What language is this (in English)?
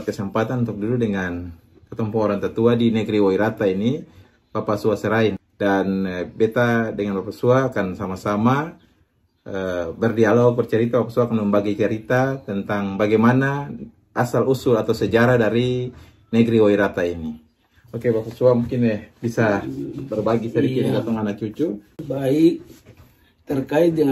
Ambonese Malay